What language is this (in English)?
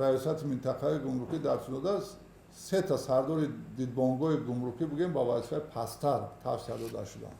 Tajik